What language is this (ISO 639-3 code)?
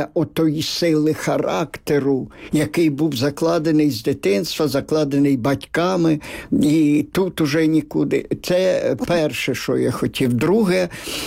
ukr